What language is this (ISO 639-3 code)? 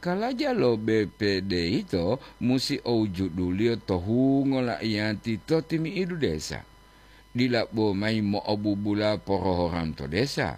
gor